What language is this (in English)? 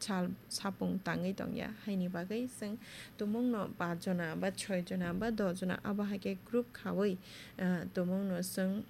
Kok Borok